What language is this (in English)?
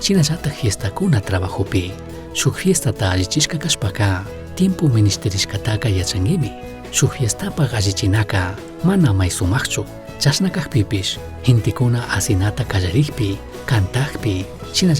Chimborazo Highland Quichua